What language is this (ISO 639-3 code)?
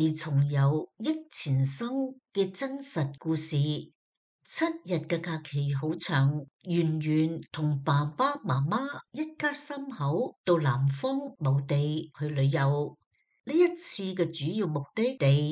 yue